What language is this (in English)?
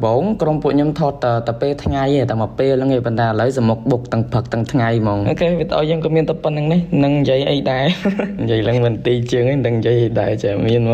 Khmer